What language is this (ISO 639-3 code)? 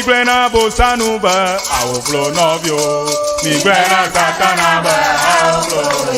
ewe